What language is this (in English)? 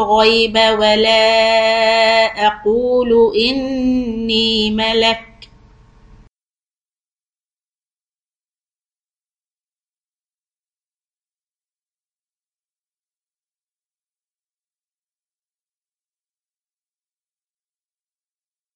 Arabic